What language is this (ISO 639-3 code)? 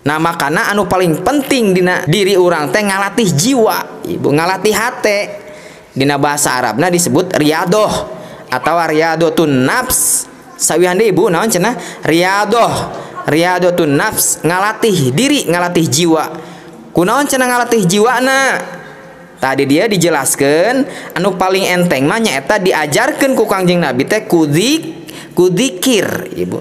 sun